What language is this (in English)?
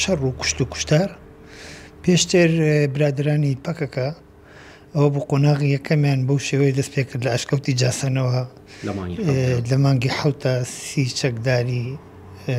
Central Kurdish